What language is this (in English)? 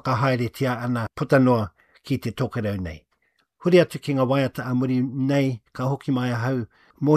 Māori